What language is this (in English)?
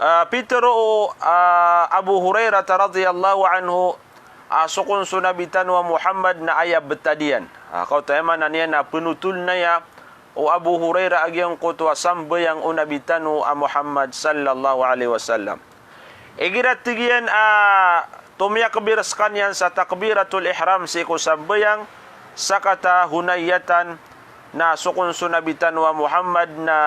Maranao